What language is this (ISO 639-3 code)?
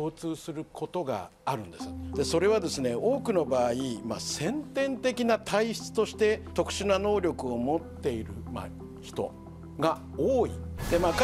jpn